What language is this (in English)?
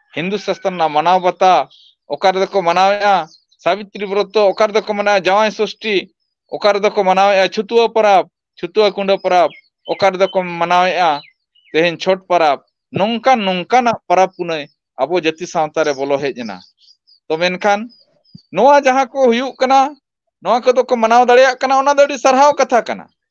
Santali